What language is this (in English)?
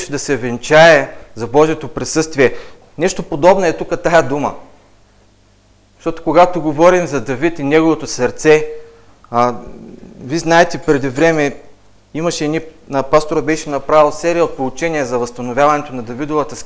Bulgarian